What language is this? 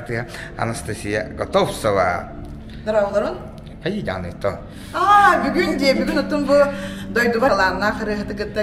Yakut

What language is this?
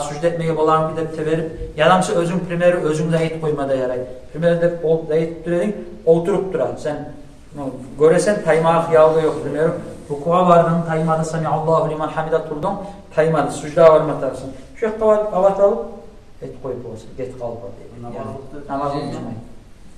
Kumyk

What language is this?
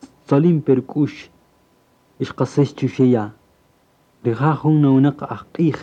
Kaqchikel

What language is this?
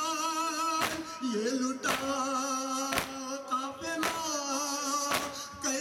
Urdu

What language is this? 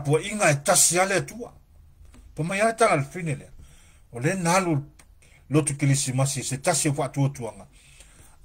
Samoan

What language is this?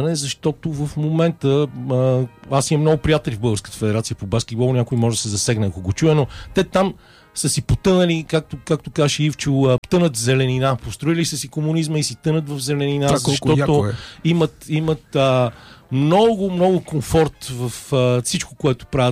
Bulgarian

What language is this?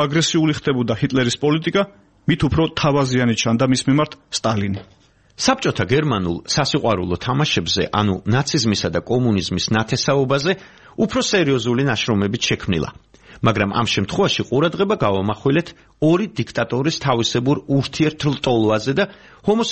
Georgian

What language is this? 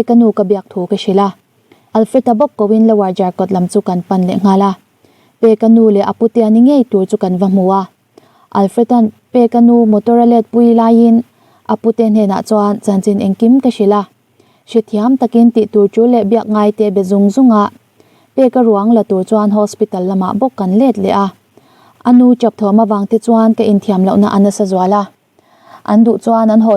Mizo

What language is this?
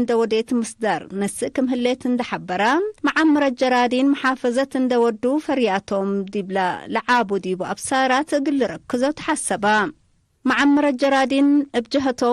Tigre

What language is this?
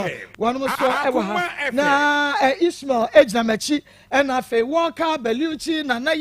Akan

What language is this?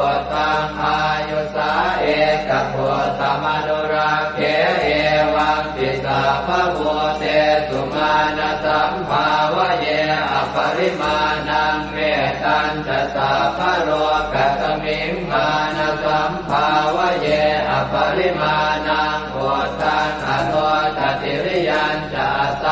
Pali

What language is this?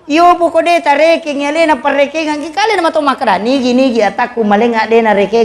Buginese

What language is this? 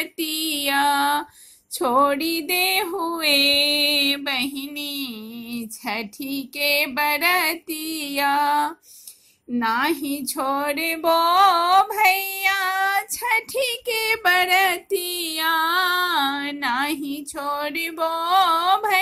Bhojpuri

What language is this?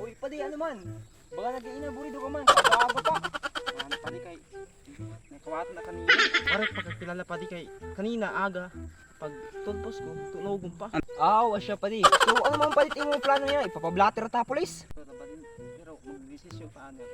Waray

